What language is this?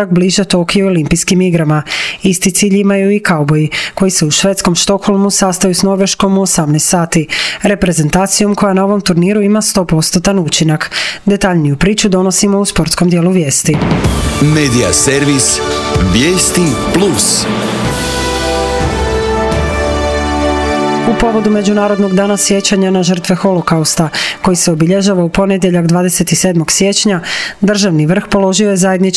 Croatian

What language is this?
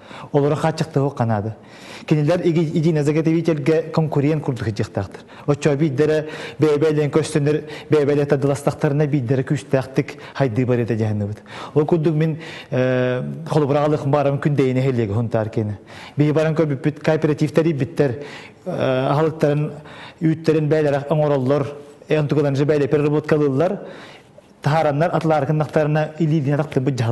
Yakut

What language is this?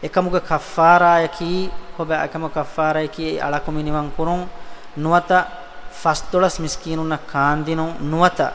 Divehi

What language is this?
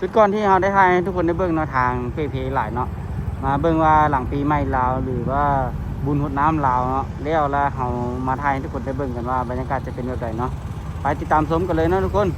Lao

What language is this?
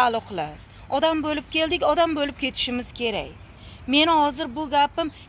Uzbek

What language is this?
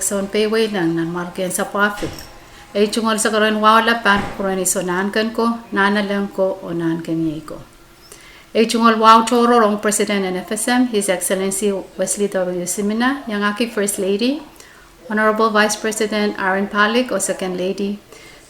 Pohnpeian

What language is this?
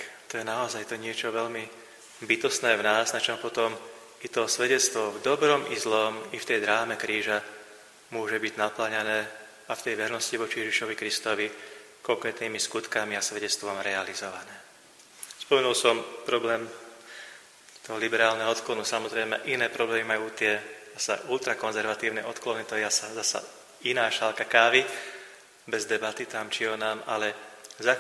Slovak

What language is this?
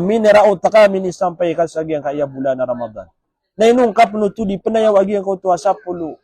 Maranao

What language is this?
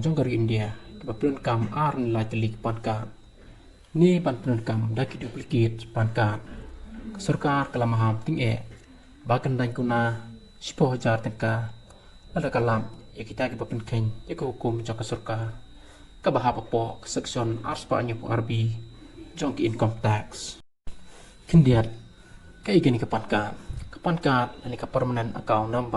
Khasi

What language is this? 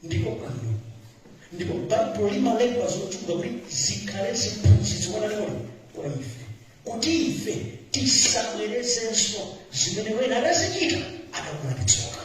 Nyanja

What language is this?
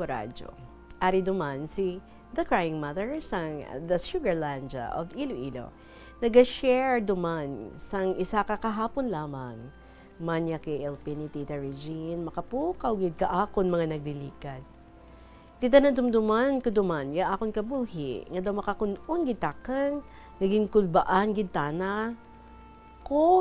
Hiligaynon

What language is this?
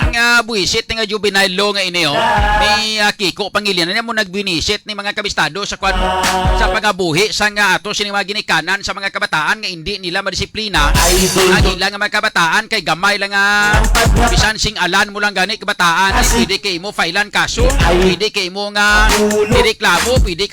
Hiligaynon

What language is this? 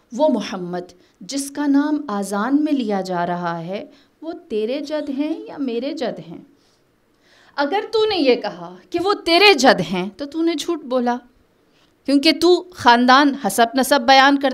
Urdu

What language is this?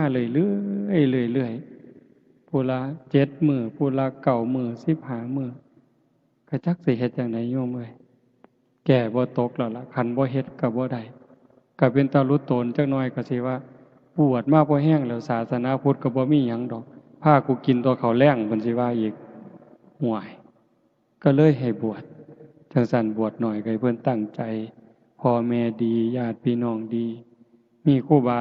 Northeastern Thai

